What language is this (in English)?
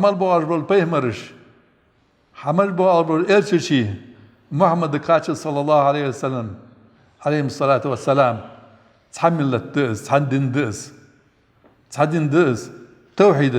Ingush